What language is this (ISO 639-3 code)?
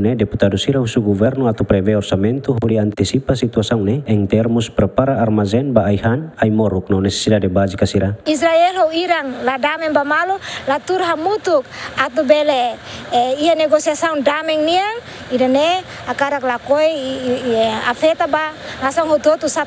tet